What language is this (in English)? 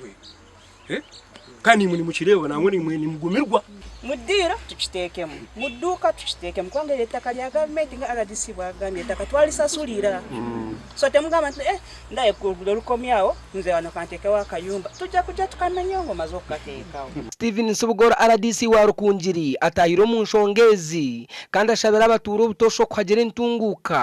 Nyankole